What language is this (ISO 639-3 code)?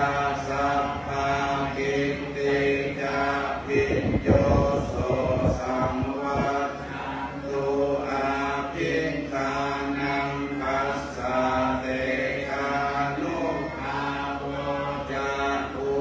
pli